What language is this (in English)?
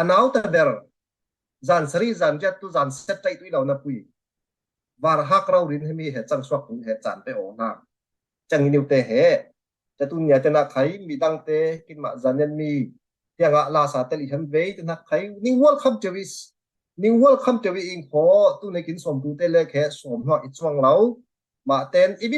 Falam Chin